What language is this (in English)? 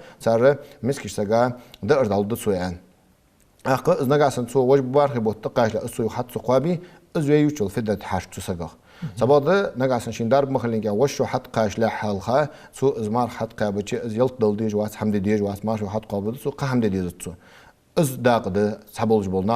Ingush